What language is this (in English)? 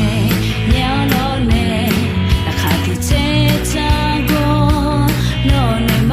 Akha